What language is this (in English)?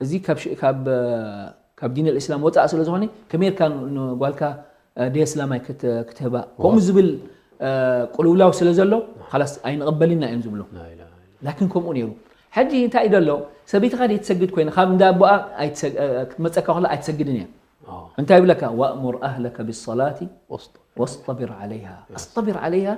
Tigrinya